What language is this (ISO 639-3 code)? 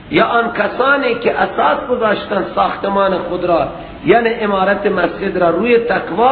fas